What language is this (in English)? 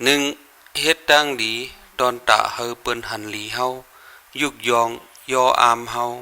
Shan